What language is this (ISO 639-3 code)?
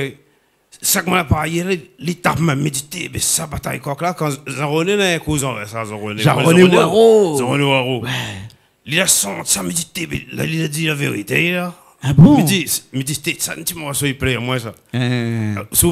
rcf